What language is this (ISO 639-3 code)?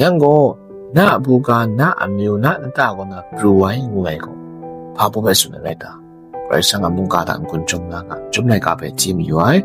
kac